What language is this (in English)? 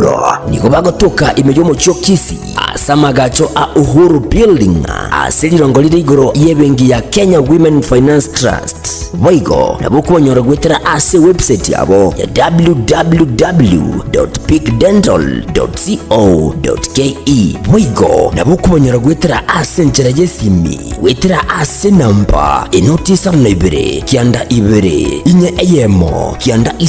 Gusii